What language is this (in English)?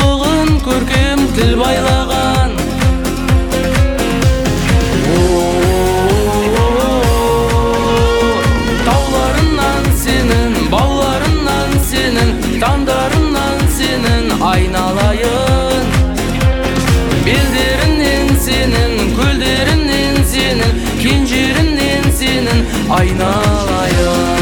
Kazakh